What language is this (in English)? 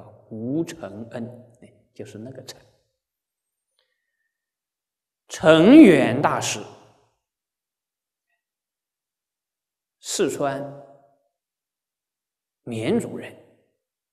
Chinese